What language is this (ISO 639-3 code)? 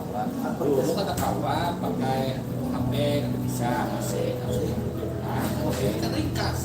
bjn